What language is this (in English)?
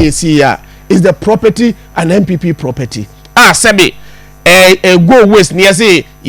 Akan